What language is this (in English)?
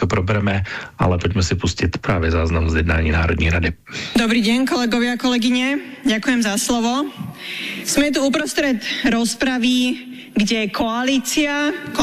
Slovak